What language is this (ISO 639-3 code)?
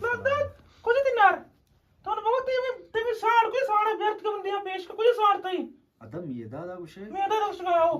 bgp